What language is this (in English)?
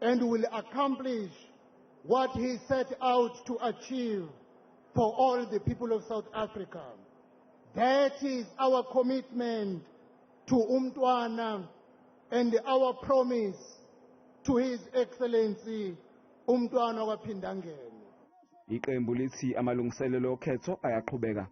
Zulu